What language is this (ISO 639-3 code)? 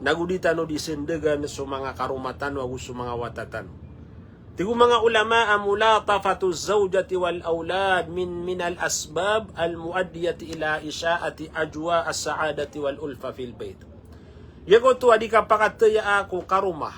mrw